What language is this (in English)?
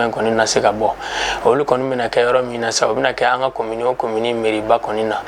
Bambara